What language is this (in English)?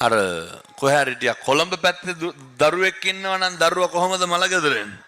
Sinhala